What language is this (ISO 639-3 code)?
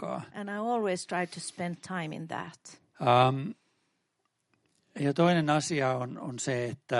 fin